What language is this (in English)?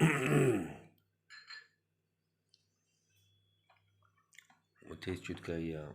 Cebuano